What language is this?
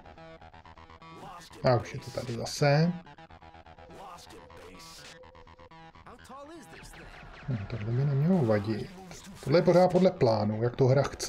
Czech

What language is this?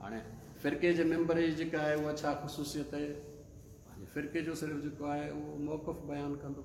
Sindhi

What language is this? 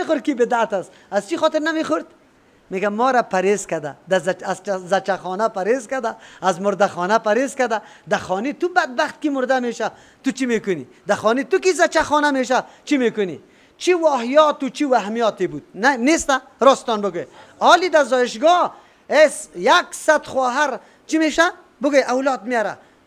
Persian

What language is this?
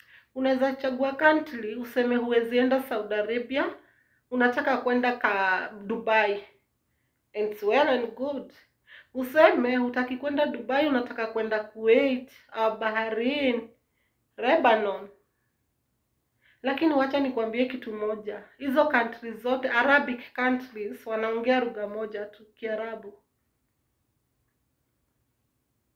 Swahili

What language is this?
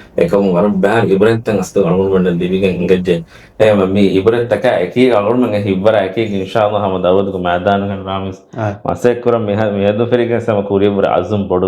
Divehi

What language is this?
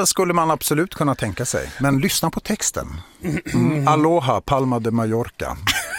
Swedish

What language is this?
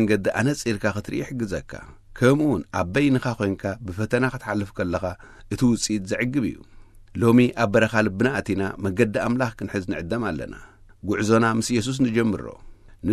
Tigrinya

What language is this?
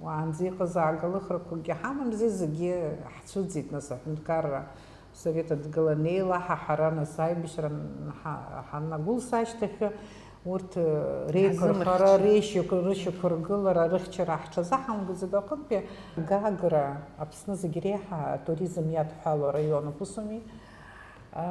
Abkhazian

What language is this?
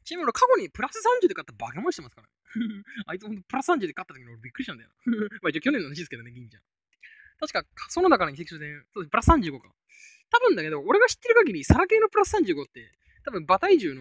Japanese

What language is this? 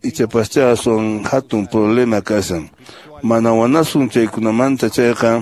Quechua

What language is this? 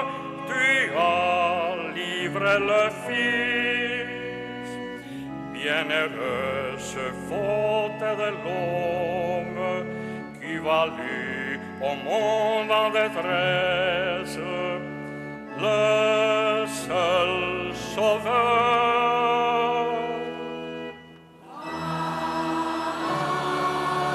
French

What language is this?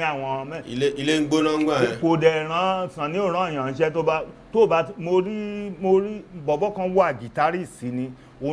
Yoruba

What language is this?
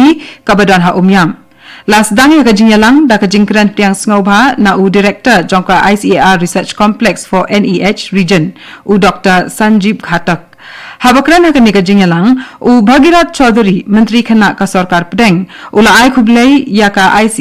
Khasi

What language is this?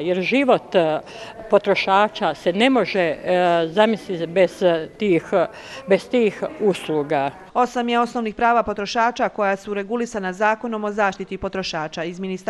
Bosnian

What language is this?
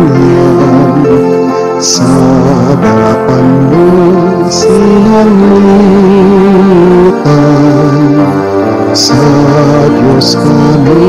Bikol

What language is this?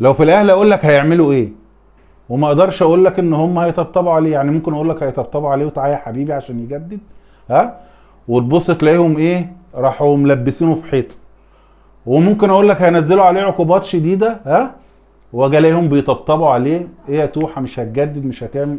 Egyptian Arabic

